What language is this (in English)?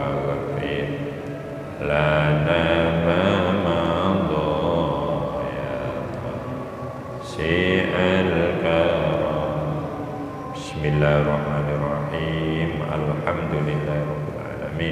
Javanese